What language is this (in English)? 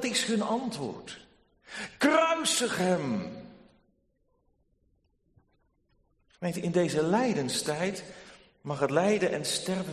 Dutch